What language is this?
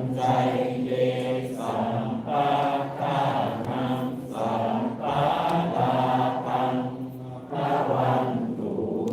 Pali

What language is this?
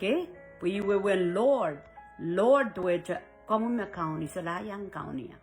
Pohnpeian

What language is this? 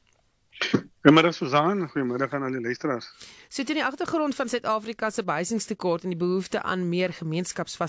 Afrikaans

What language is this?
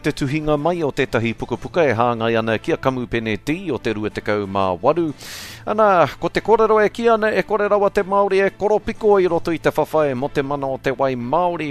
Māori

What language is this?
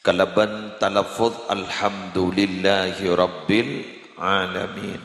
Madurese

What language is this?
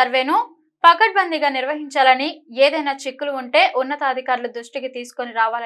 Telugu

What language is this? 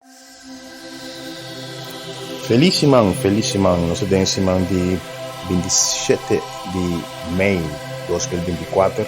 Papiamento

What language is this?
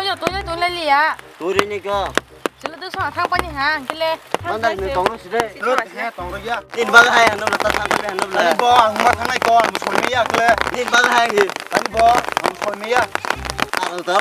Kok Borok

